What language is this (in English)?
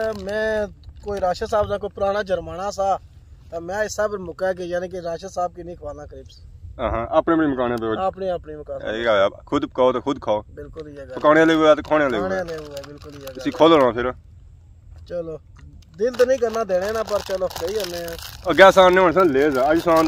Pahari-Potwari